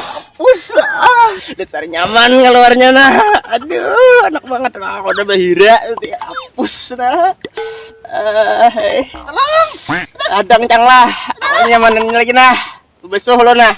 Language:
Banjar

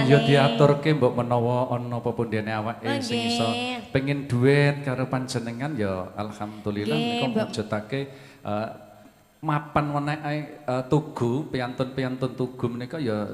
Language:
Javanese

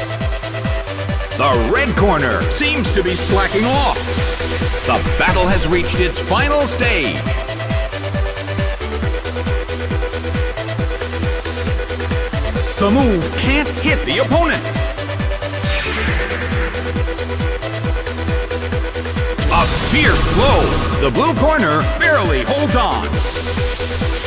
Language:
English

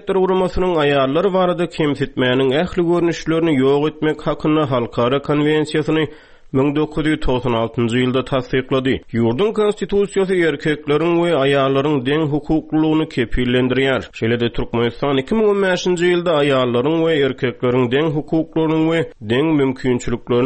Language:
Turkmen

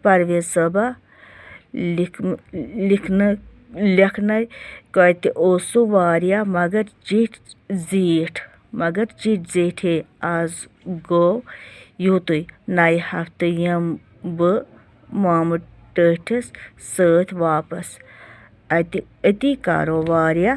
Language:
Kashmiri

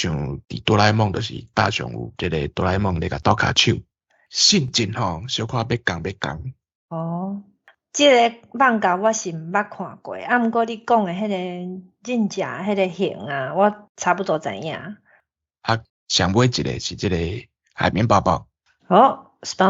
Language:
Min Nan Chinese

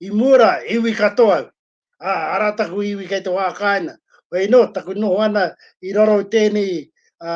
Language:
Māori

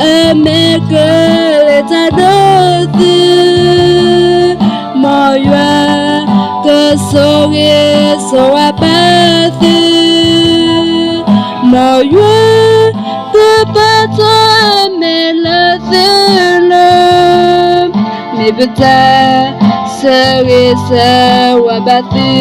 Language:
S'gaw Karen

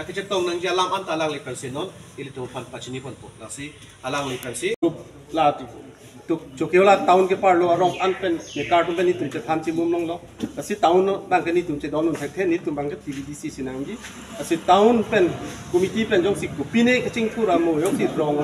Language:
Karbi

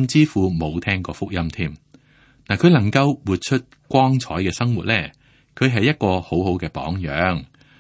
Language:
Cantonese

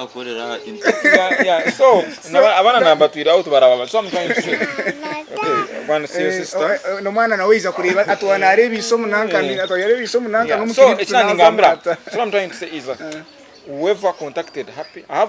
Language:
Nyankole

